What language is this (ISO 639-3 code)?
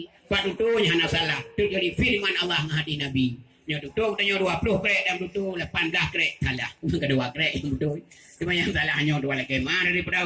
ace